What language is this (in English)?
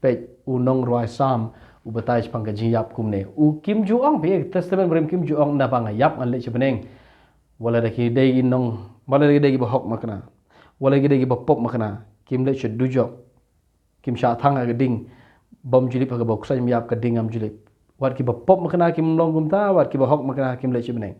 Khasi